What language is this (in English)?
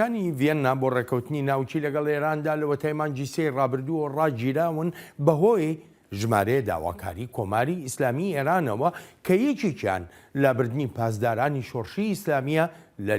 Central Kurdish